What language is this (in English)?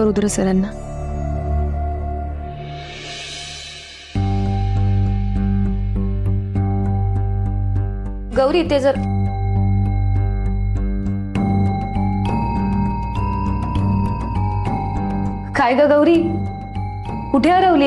Marathi